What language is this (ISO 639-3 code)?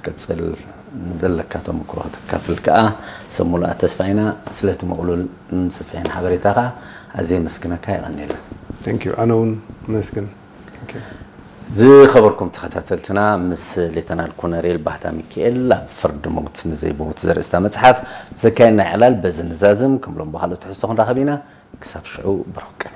tir